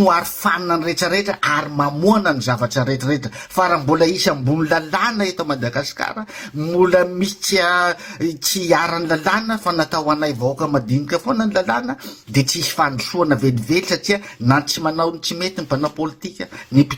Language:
Malagasy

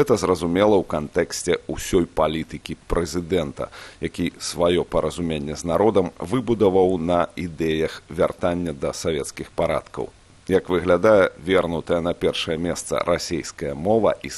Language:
Belarusian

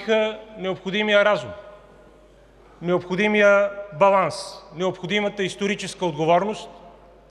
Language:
Bulgarian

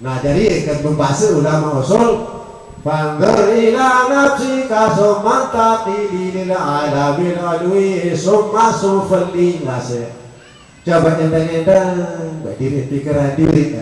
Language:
Sasak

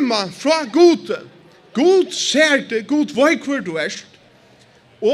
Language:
Faroese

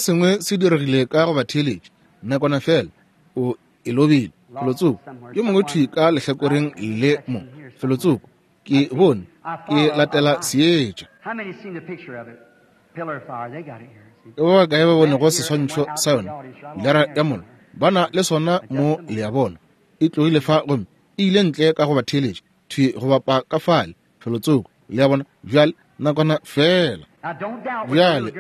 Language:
Northern Sotho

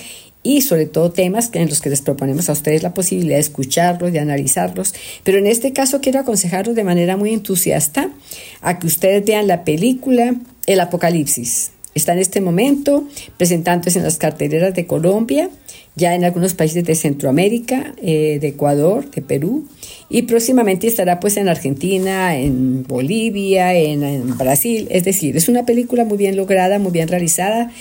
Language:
Spanish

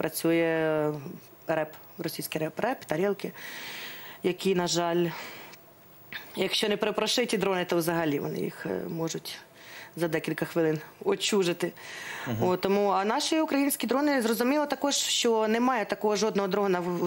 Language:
Ukrainian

